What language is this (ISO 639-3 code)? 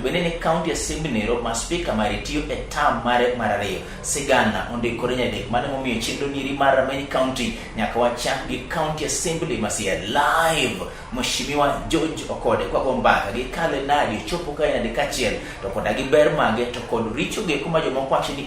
luo